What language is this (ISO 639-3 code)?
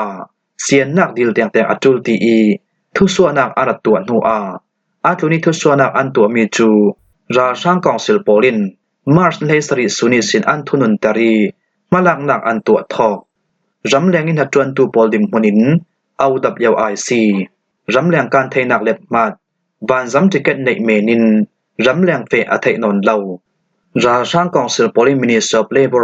cfm